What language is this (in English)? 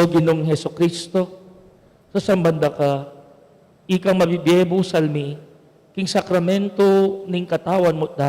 Pampanga